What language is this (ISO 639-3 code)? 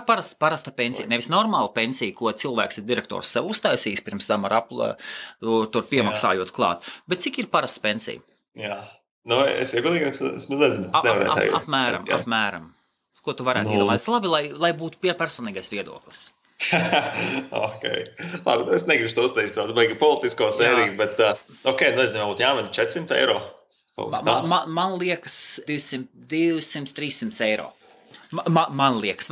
lav